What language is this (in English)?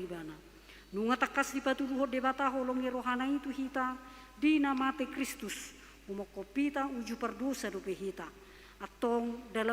Batak Toba